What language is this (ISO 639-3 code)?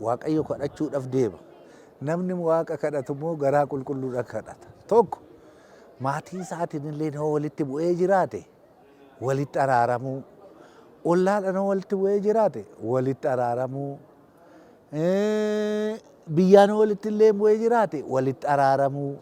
orm